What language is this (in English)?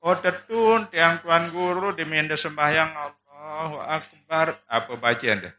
Sasak